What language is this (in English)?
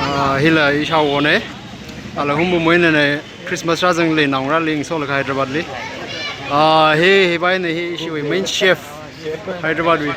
Tangkhul Naga (India)